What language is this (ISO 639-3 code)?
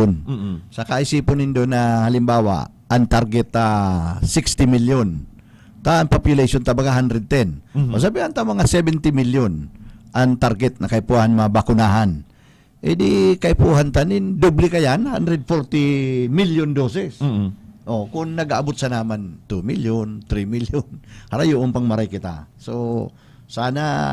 bik